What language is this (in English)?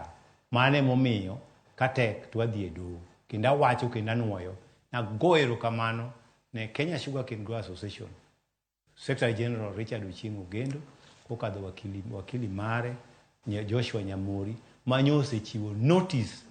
Luo (Kenya and Tanzania)